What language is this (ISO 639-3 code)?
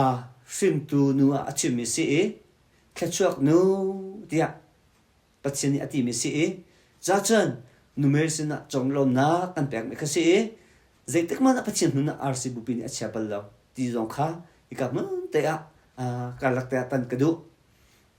cnh